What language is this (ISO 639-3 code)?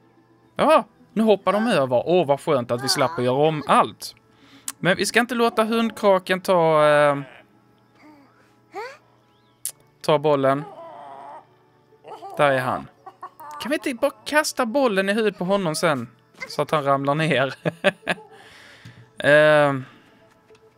swe